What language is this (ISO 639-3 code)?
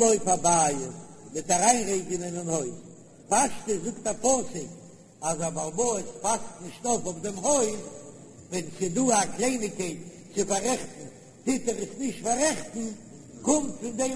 yid